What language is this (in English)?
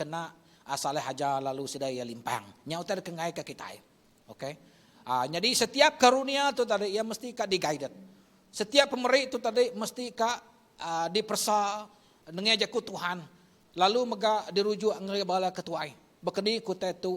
Iban